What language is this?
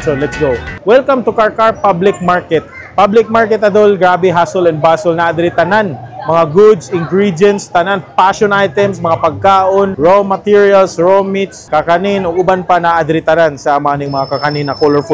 Cebuano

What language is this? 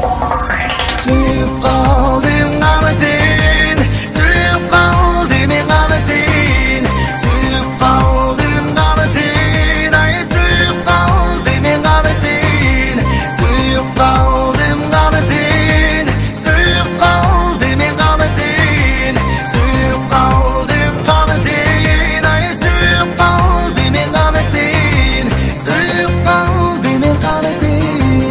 Kazakh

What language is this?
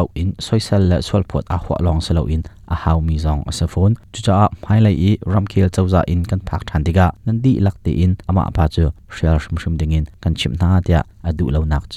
Hakha Chin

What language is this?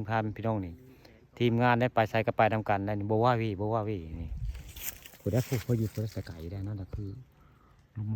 Northeastern Thai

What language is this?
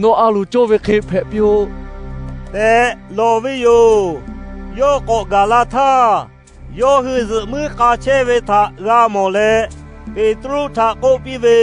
Lahu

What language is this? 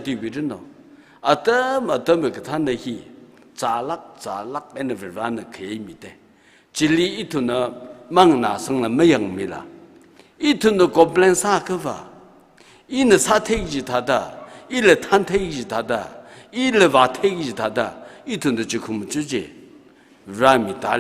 Tangkhul Naga (India)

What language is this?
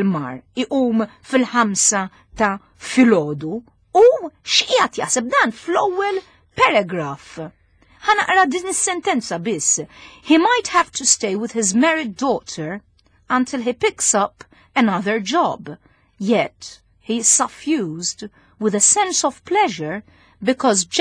Maltese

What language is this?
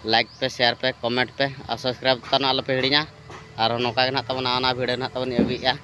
Santali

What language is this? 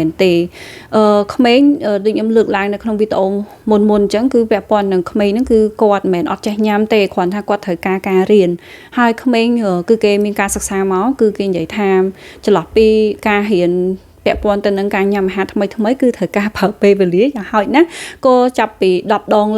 Khmer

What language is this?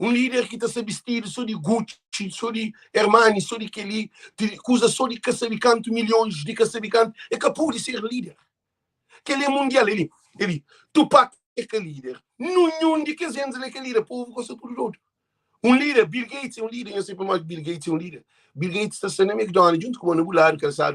Kabuverdianu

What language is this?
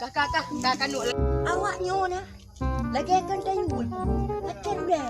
Achinese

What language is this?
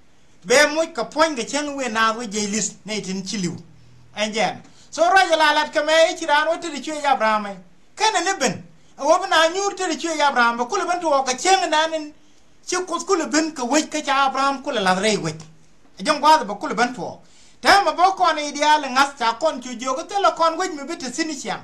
Nuer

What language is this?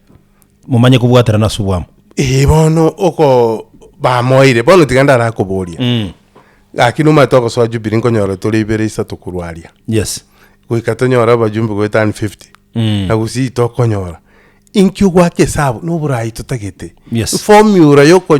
Gusii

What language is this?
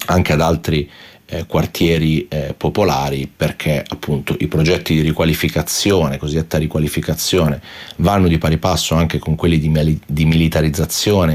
Italian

